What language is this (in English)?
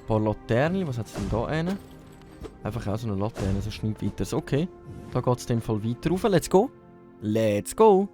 Swiss German